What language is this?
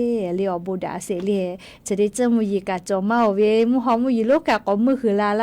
Lahu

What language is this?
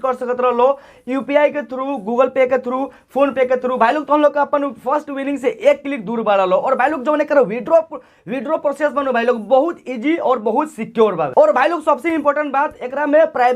Bhojpuri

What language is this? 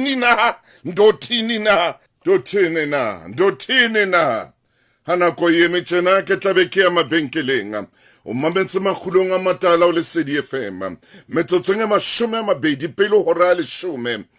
Southern Sotho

